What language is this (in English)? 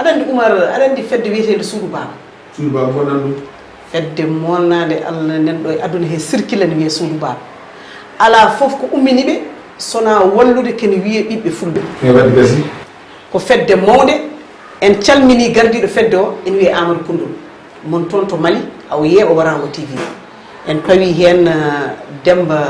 Fula